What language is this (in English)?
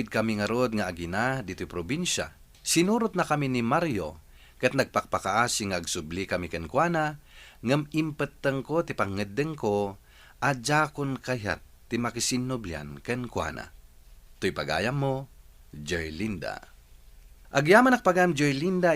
Iloko